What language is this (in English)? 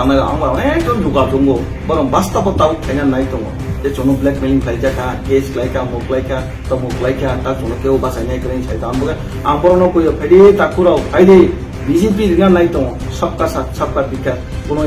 Kok Borok